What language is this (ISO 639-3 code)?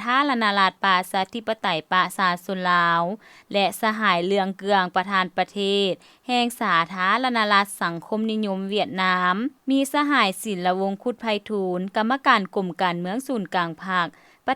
lao